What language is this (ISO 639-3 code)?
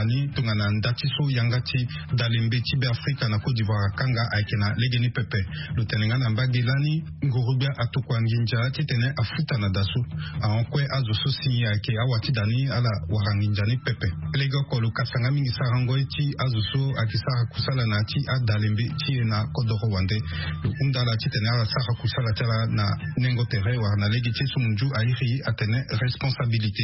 sag